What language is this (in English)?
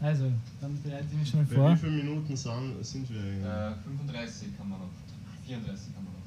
Bavarian